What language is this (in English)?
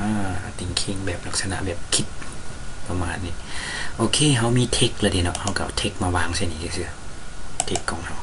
Lao